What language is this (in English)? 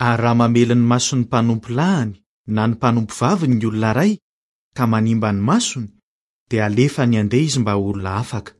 Malagasy